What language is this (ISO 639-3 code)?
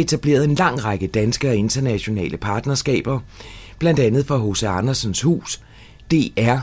dan